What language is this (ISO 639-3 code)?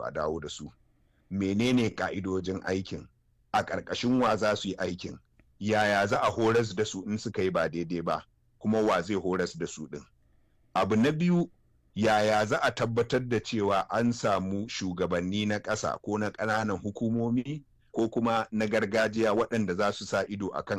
hau